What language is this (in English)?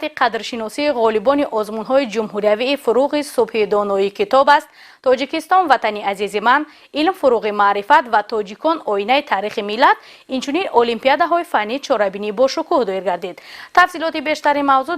Tajik